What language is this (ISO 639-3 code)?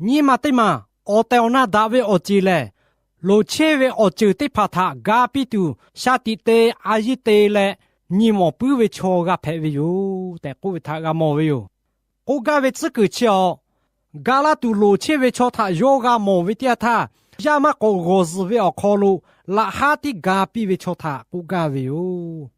lhu